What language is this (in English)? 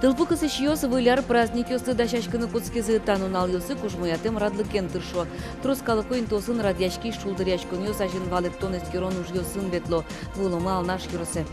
Udmurt